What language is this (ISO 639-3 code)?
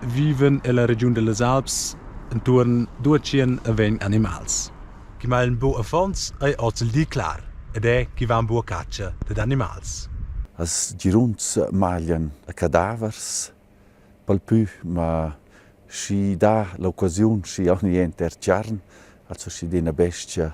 roh